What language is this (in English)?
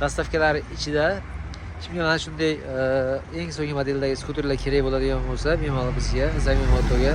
Uzbek